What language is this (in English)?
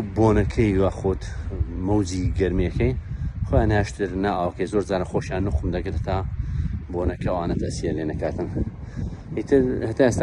Central Kurdish